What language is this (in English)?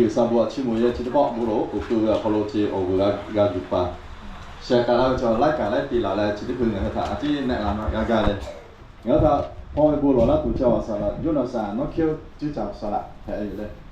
Lahu